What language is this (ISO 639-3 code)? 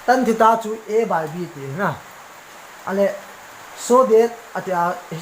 tcz